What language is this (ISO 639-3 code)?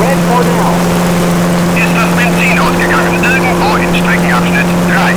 bar